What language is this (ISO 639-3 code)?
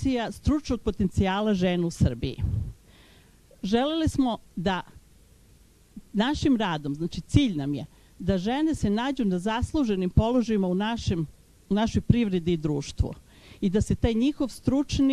srp